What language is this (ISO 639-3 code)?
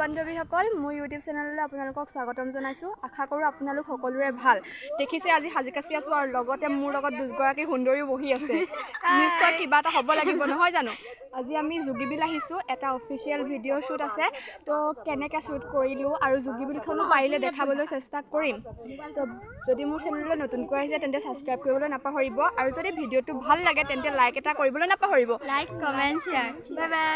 asm